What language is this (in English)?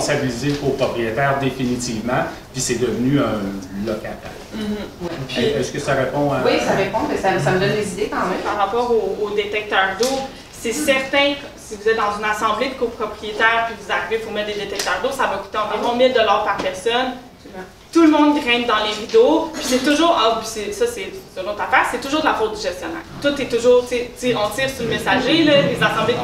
French